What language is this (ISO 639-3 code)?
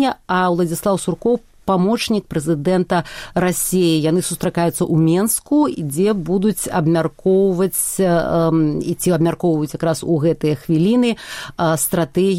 bel